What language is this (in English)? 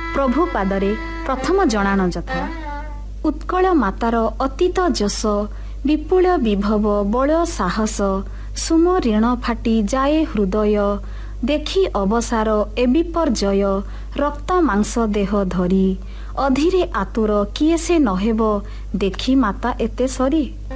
Odia